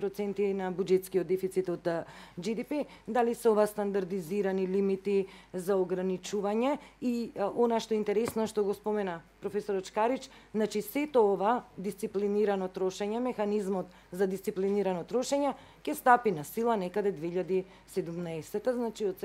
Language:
Macedonian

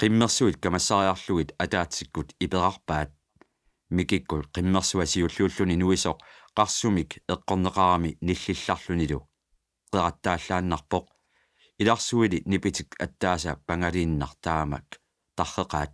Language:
Kalaallisut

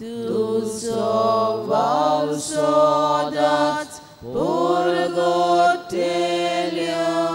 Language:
Konkani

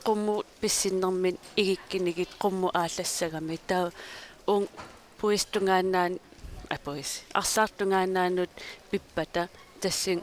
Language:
Kalaallisut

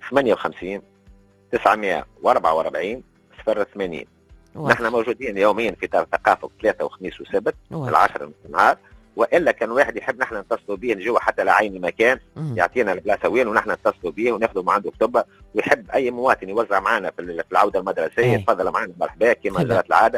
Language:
Tunisian Arabic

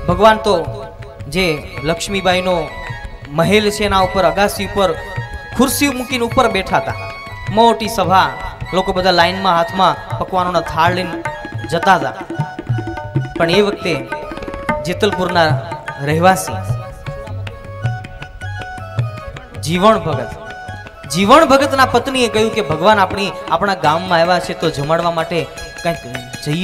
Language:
Gujarati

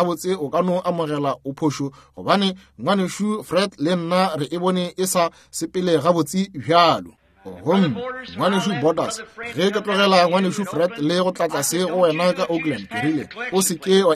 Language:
Northern Sotho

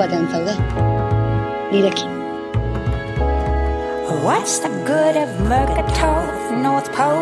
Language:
Basque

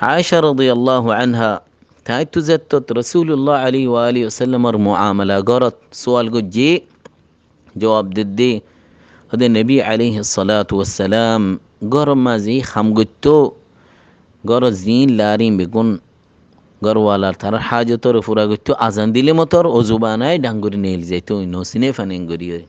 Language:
Rohingya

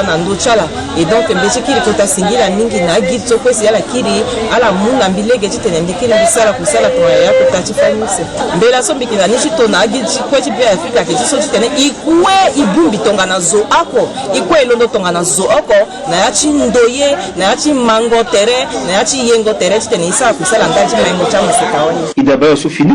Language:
Sango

